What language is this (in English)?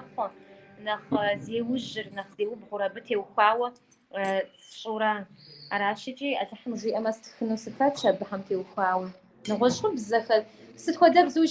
Kabardian